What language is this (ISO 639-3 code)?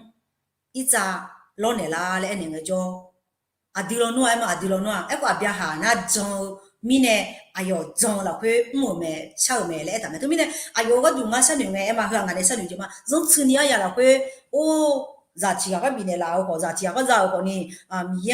ahk